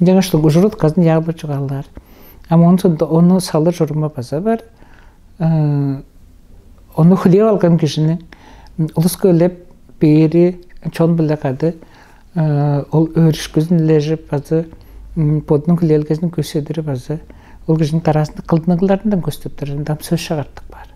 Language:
Tuvinian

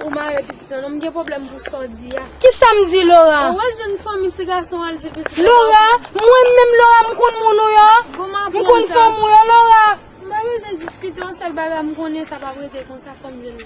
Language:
Haitian Creole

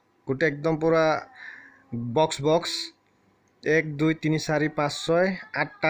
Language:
Assamese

